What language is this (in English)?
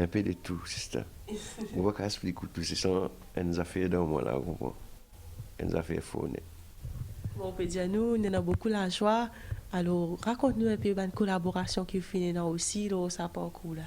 Morisyen